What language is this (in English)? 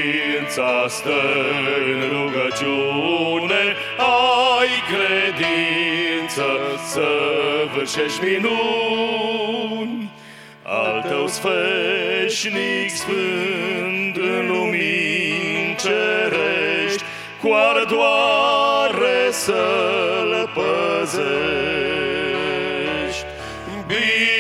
Romanian